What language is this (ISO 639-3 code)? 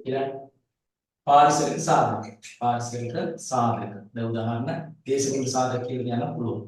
sin